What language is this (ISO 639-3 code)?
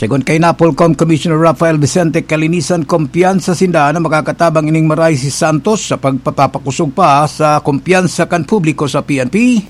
bik